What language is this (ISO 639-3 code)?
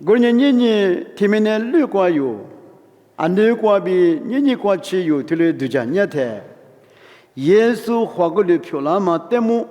lis